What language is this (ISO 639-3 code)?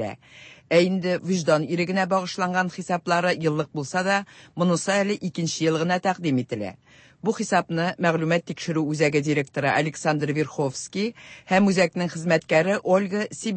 tat